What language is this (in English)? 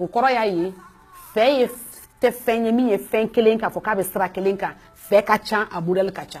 Bambara